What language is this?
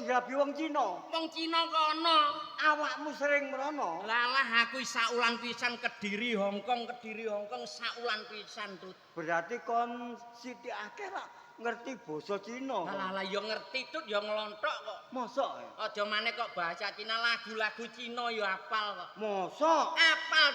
Javanese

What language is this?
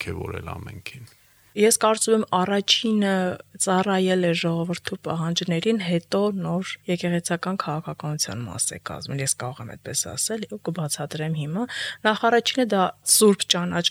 Armenian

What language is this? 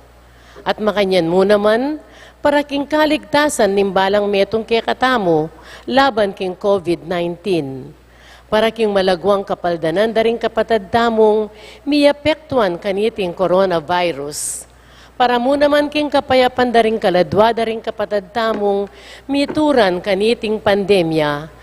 Pampanga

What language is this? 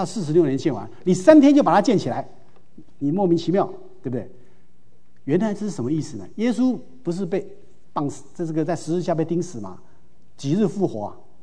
Chinese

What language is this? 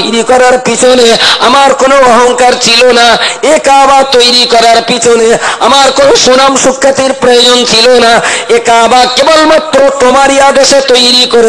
Bangla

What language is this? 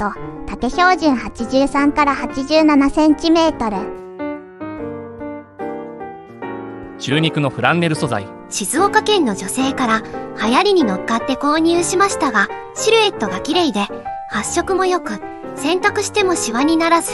Japanese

